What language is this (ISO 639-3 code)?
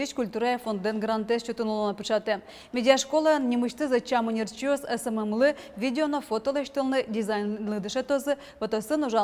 udm